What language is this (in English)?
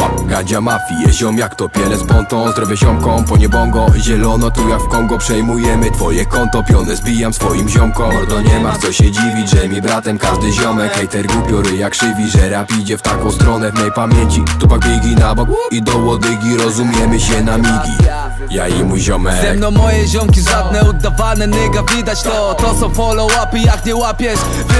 Polish